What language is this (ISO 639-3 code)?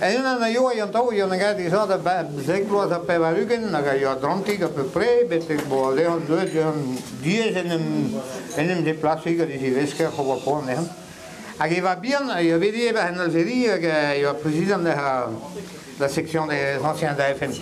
bre